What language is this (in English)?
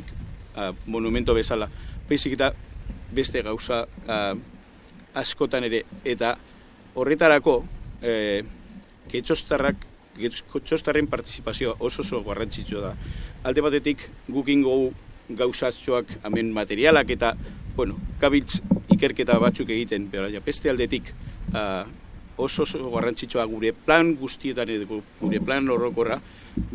Basque